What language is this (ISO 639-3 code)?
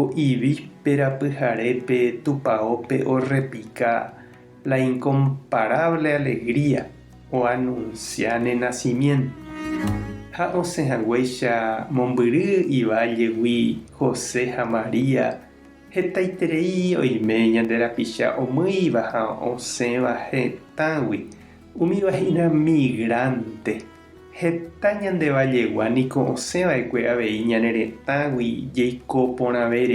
grn